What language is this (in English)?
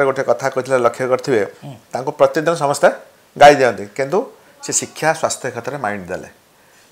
Odia